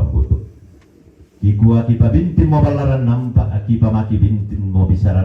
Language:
Toraja-Sa'dan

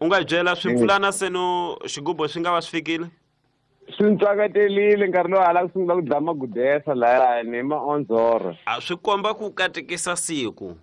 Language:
Tsonga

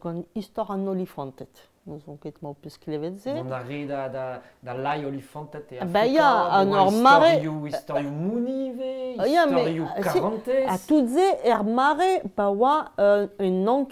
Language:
Breton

